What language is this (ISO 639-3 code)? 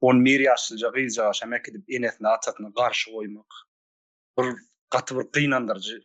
tuk